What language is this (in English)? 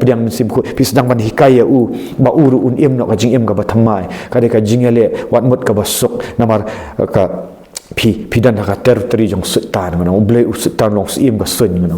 Khasi